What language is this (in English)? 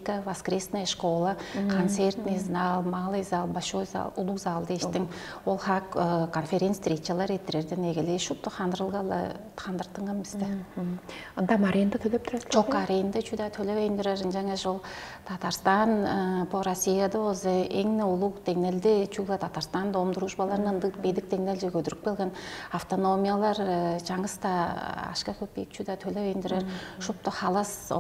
Tuvinian